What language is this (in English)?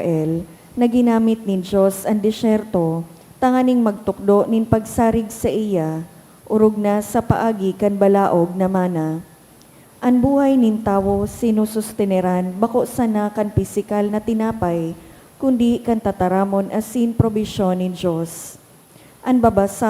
Bikol